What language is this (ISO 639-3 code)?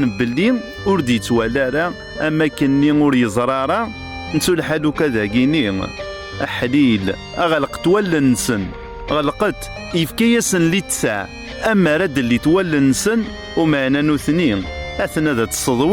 kab